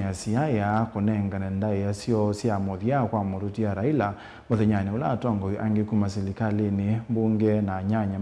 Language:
Kamba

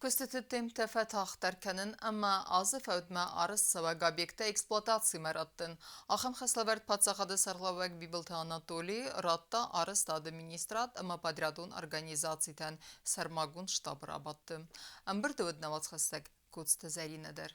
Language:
Ossetic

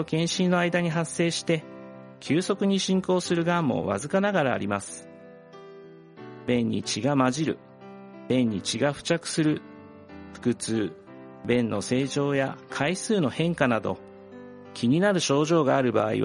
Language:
Japanese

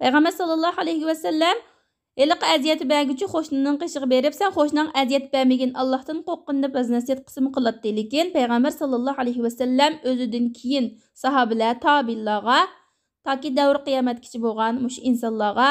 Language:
Uyghur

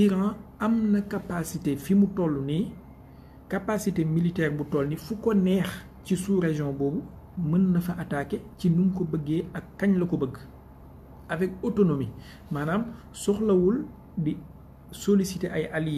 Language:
Wolof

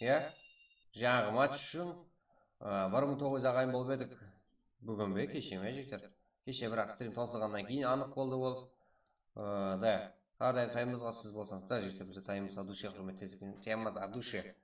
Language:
Kara-Kalpak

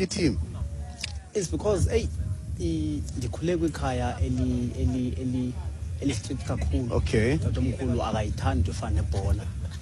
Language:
Xhosa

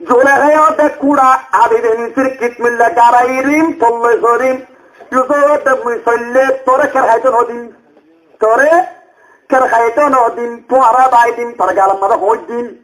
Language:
Rohingya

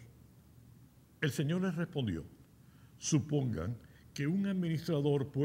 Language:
Spanish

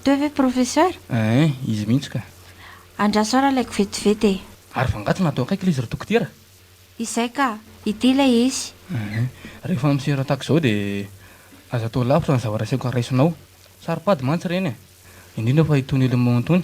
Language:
Malagasy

